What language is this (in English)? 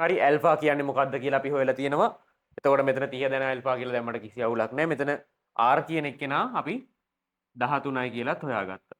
Sinhala